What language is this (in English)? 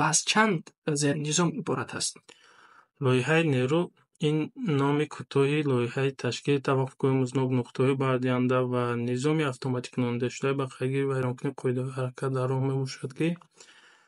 Tajik